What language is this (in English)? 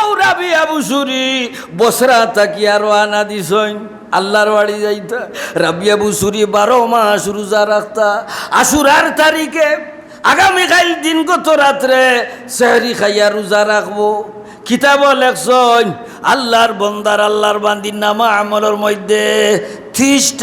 Sylheti